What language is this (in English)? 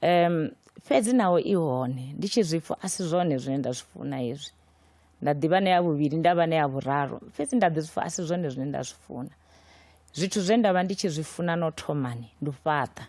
Venda